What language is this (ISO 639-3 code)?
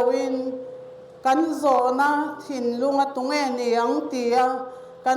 lus